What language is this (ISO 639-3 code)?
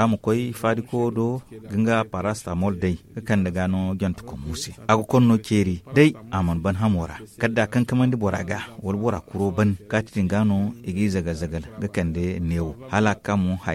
dje